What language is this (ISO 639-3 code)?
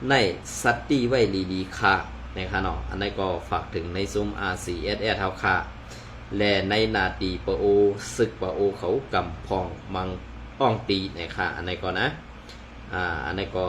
shn